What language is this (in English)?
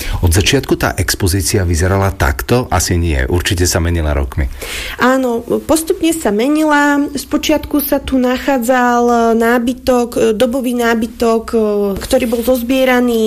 Slovak